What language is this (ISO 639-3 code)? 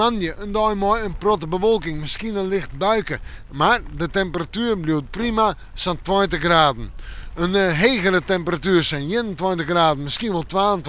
fry